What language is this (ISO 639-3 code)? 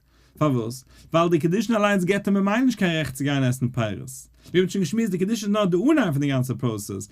yid